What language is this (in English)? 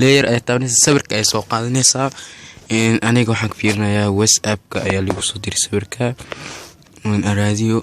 Somali